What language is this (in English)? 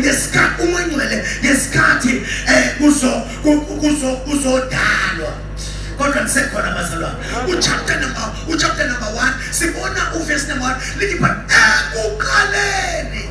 Zulu